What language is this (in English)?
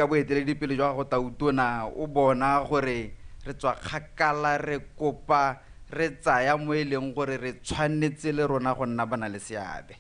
Tswana